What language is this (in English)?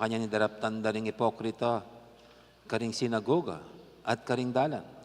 Pampanga